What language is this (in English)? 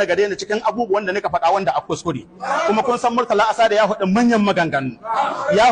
Hausa